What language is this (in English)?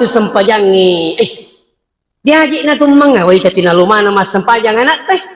Buginese